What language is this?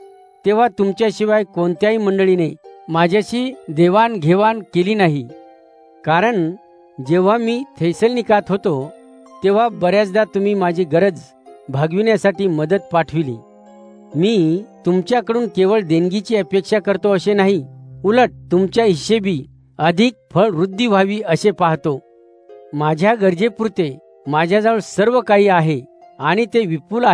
Marathi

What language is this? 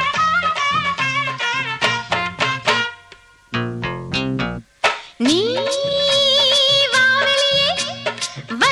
Tamil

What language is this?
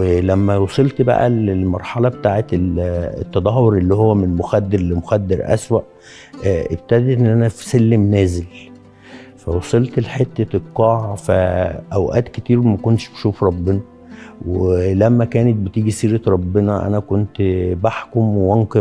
Egyptian Arabic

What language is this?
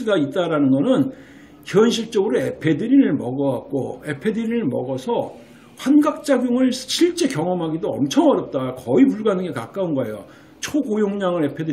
Korean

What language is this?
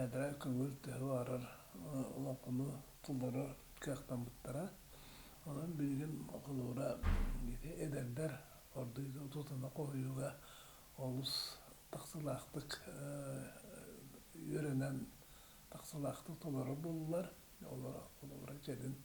Yakut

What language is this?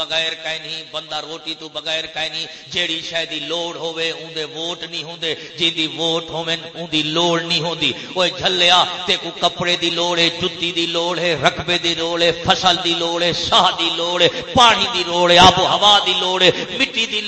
Saraiki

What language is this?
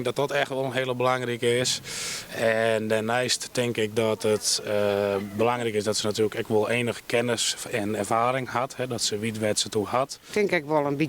Western Frisian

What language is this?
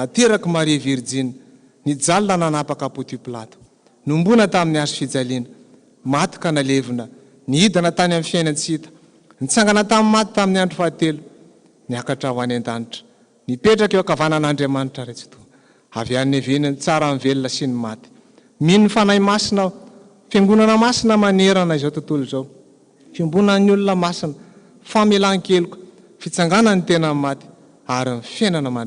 Malagasy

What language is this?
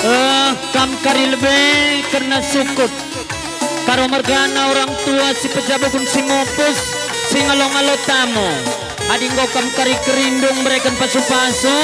Batak Karo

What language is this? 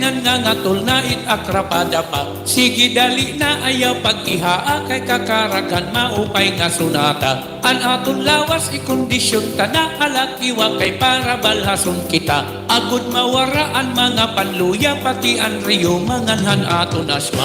Waray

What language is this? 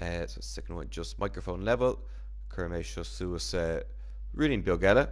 Irish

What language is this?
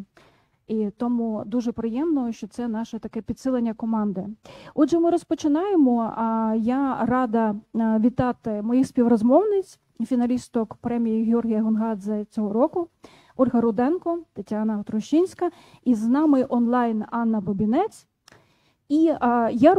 Ukrainian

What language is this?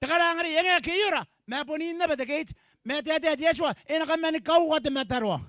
Gilbertese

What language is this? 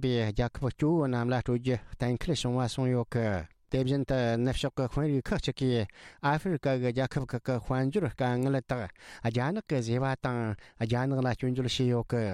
Tibetan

